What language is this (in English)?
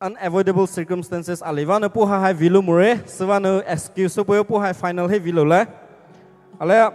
Poumei Naga